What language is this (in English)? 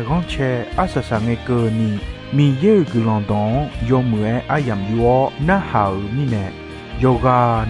Akha